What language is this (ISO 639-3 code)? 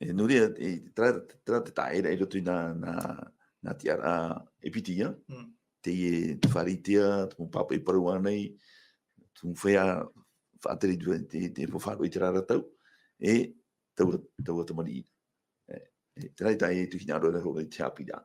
tah